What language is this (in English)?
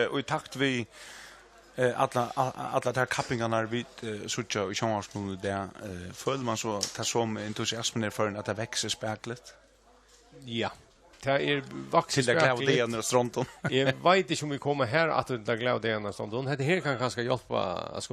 Faroese